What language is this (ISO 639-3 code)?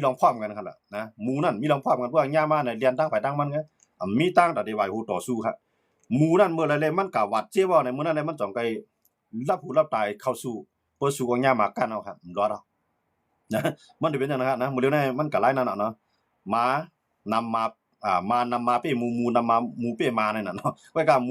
shn